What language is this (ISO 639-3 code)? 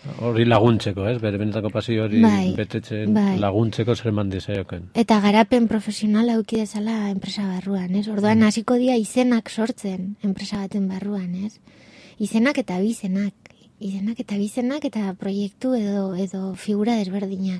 eus